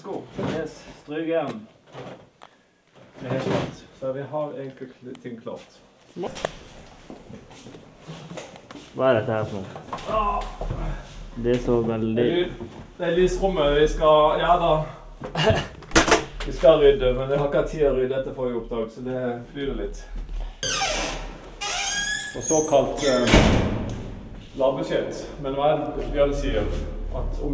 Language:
Norwegian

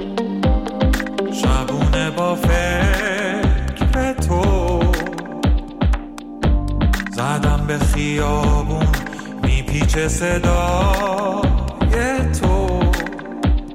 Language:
Persian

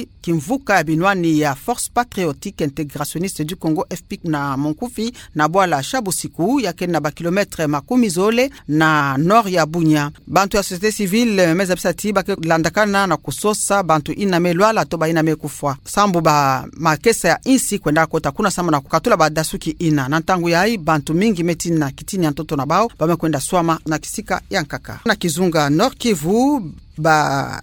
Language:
Kituba (Democratic Republic of Congo)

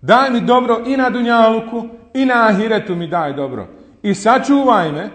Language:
Bosnian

